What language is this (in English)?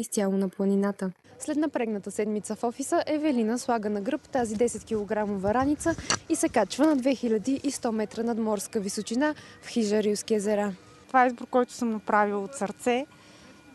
Bulgarian